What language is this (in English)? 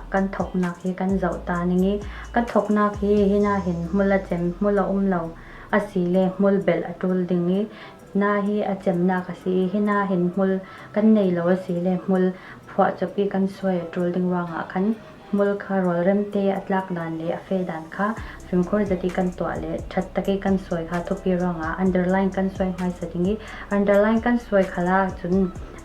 Falam Chin